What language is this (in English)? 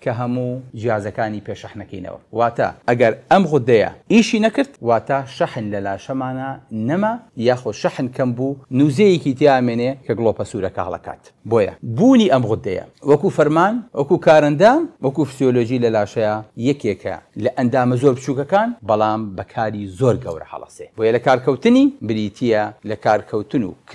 Central Kurdish